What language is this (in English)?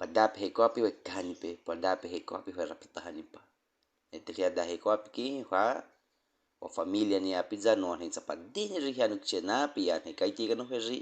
Baniwa